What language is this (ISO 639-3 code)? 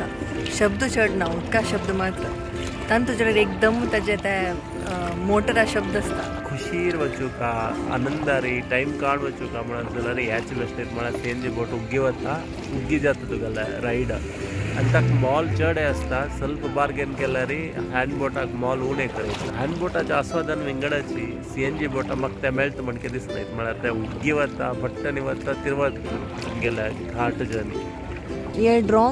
kok